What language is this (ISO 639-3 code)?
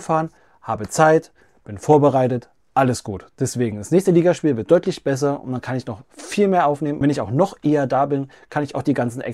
deu